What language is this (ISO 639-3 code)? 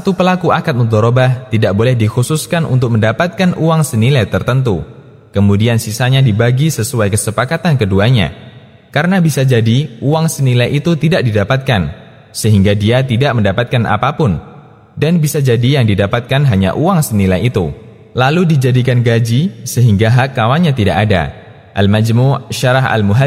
ind